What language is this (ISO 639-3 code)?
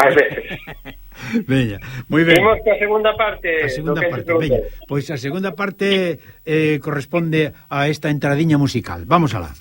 glg